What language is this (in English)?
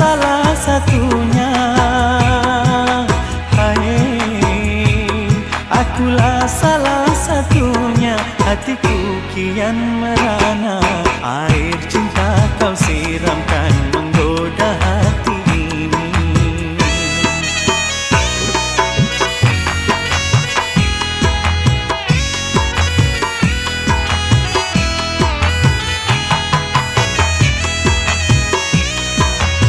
Malay